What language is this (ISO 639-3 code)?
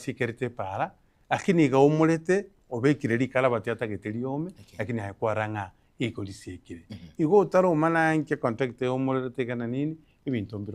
guz